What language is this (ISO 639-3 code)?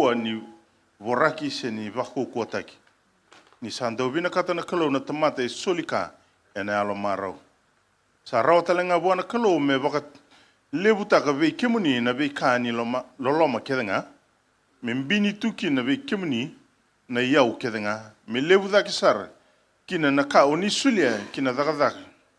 fij